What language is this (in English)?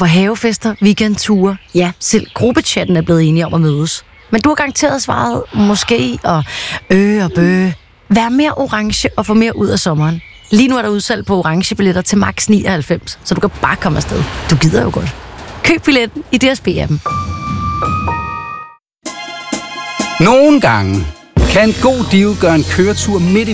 Danish